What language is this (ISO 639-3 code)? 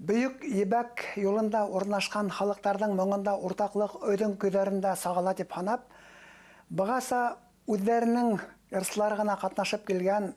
bak